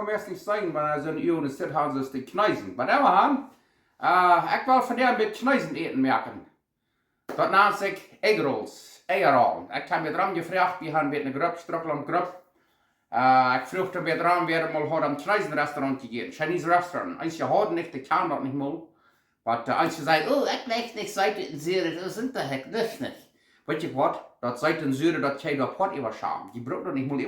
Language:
Plautdietsch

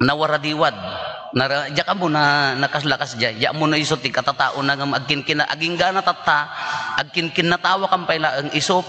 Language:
Iloko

